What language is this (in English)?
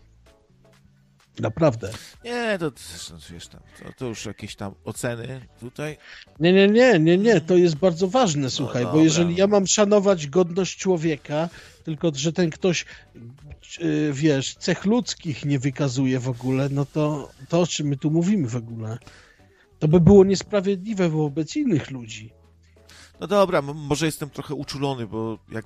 Polish